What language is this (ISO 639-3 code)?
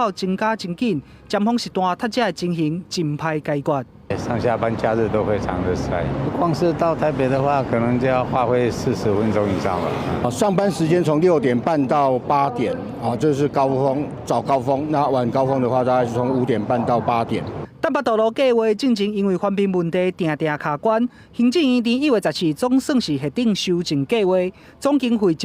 nan